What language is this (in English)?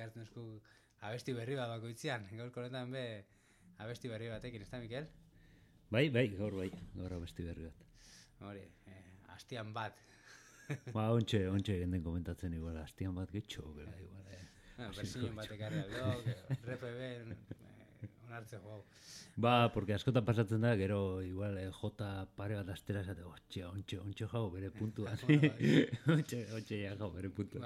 Basque